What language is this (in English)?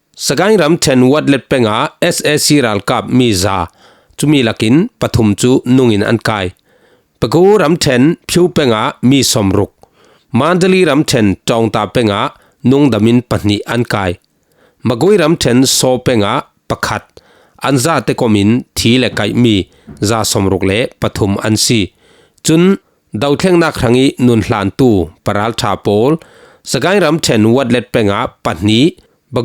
Falam Chin